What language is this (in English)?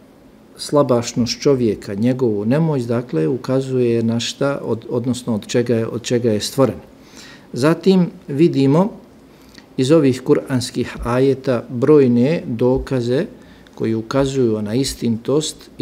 Bosnian